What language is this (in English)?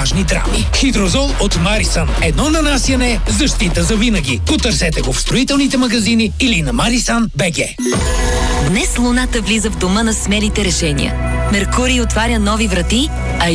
Bulgarian